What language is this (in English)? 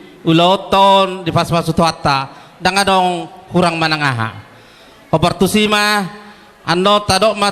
Batak Toba